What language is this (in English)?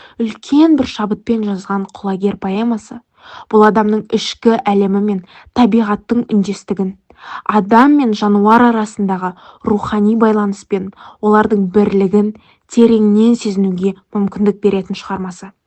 Kazakh